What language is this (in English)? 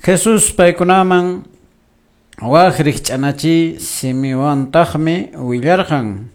Quechua